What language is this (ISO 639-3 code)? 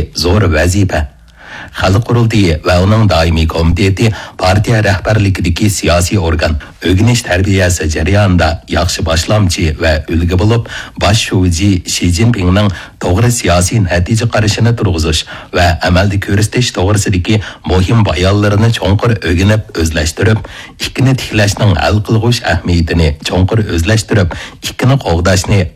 uig